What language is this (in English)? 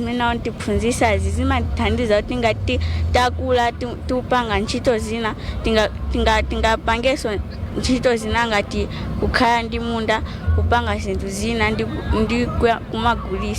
Nyanja